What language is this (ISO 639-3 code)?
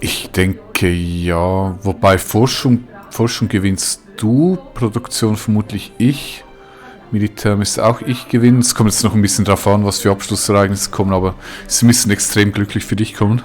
gsw